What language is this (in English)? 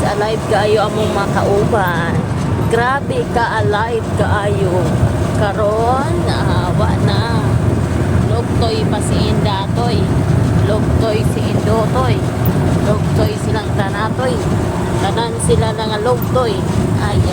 Cebuano